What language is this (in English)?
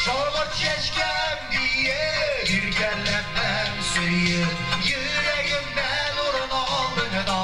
Bashkir